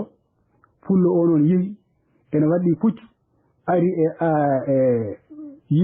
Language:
Fula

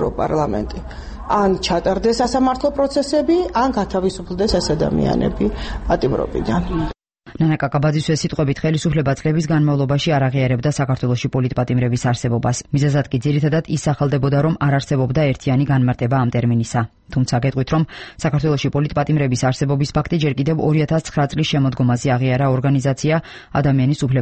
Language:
Georgian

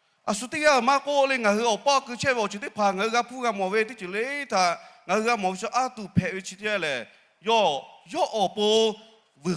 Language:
Lahu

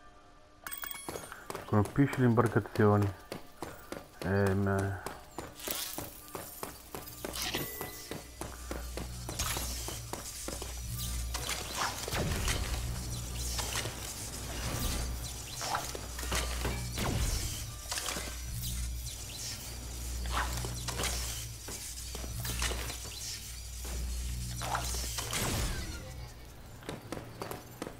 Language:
Italian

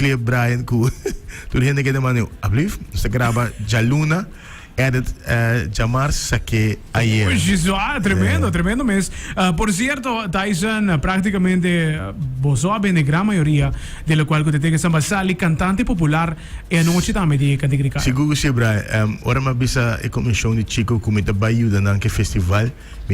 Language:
Papiamento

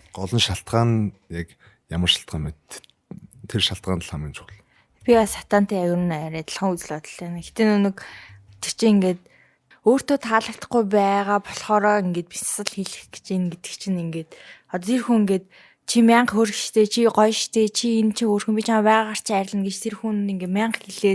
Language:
Mongolian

